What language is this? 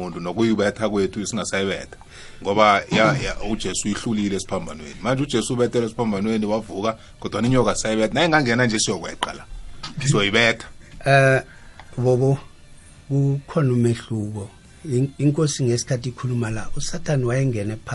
South Ndebele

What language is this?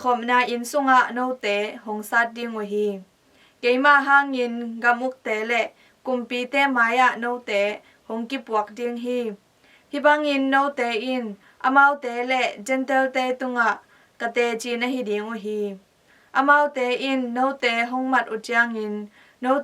Tedim Chin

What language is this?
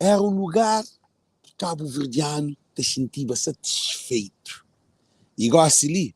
Kabuverdianu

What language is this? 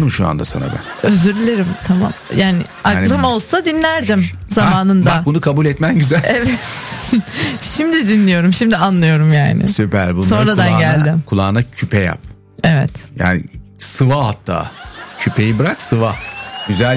Turkish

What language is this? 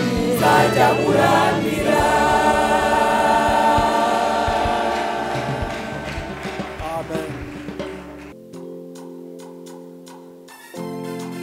Kinyarwanda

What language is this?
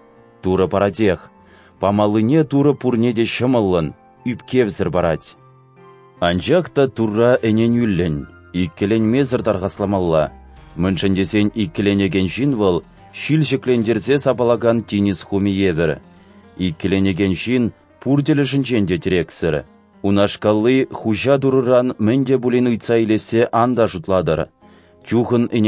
Chuvash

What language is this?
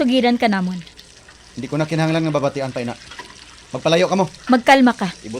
Hiligaynon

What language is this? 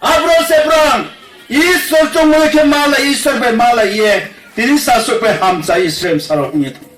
Riang (India)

